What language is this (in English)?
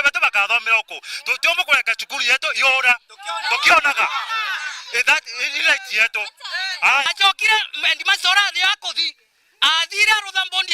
Meru